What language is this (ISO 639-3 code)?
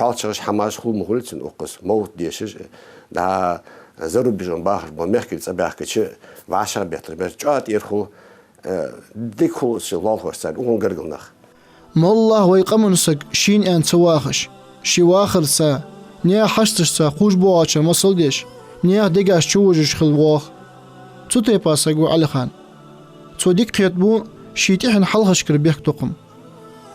inh